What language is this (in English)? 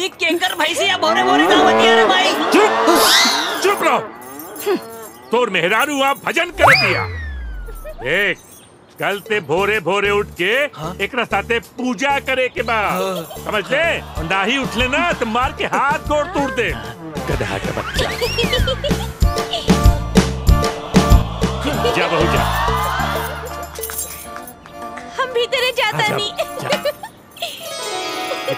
Bhojpuri